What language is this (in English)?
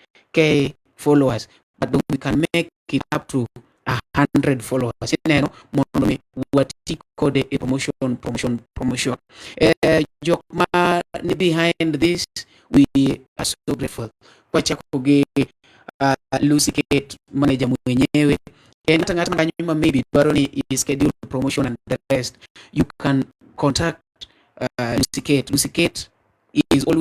Luo (Kenya and Tanzania)